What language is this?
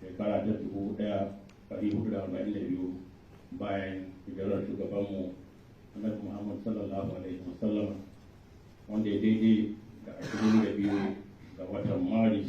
Hausa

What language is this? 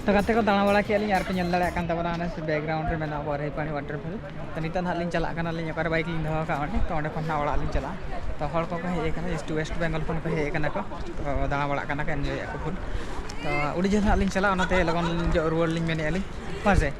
Santali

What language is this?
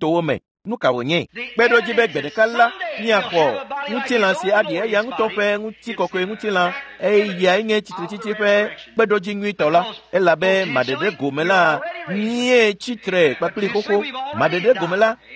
Ewe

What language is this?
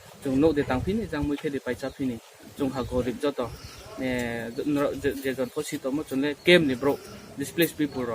Riang (India)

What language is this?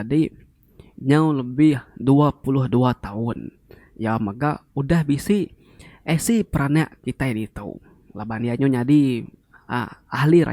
Iban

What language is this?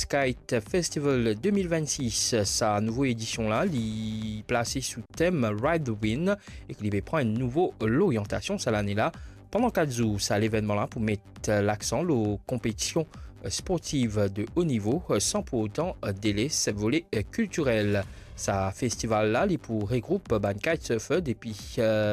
Morisyen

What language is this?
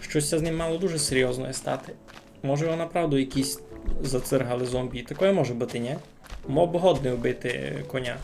Rusyn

